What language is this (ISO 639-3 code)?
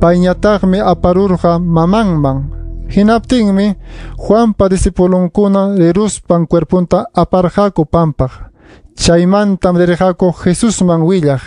quy